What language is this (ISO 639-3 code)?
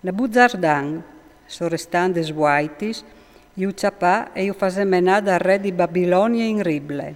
fur